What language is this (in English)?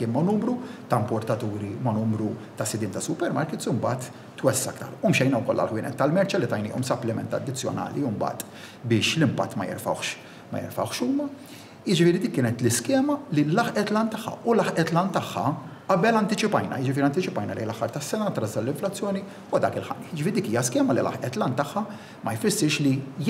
Maltese